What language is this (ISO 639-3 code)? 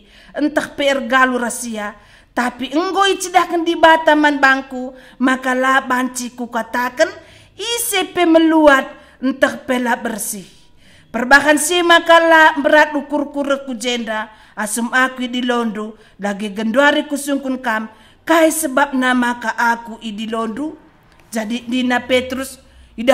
btx